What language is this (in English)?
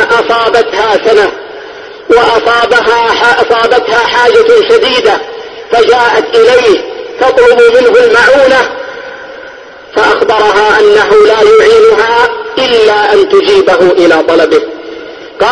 Arabic